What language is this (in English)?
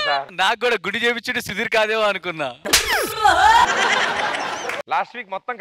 Telugu